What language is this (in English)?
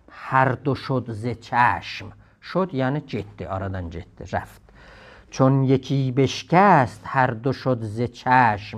South Azerbaijani